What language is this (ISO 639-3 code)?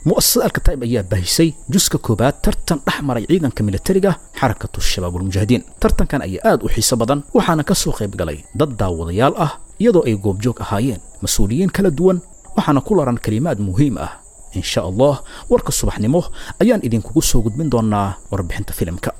som